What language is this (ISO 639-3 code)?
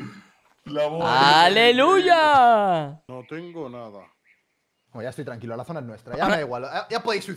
spa